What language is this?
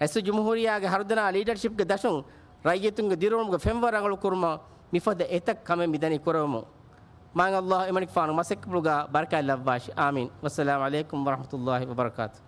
Divehi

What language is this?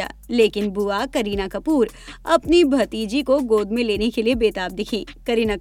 Hindi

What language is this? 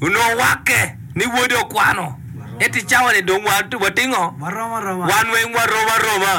Acoli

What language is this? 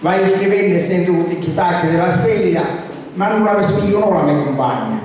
Sicilian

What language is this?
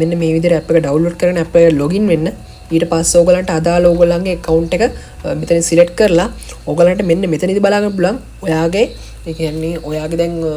Sinhala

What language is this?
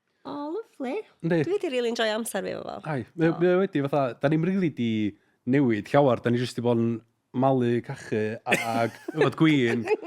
Welsh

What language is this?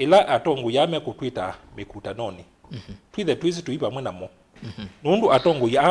Kamba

